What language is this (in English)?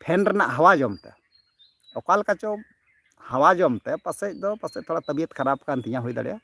Santali